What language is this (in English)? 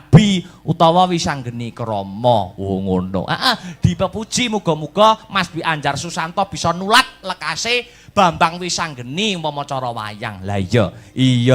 Javanese